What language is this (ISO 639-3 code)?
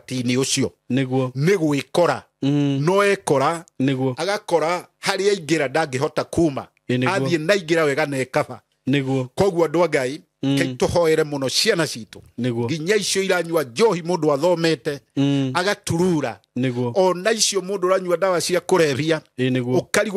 kik